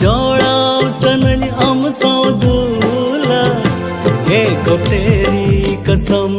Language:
Santali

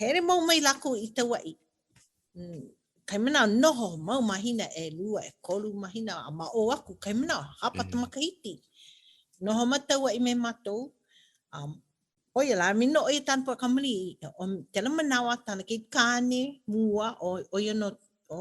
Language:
Hawaiian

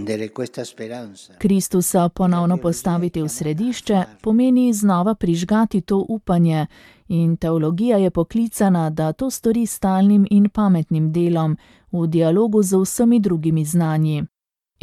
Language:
Slovenian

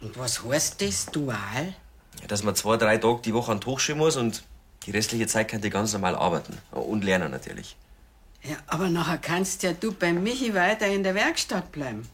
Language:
Bavarian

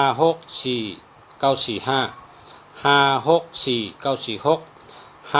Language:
Shan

